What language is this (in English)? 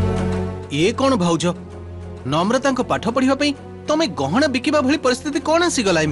Odia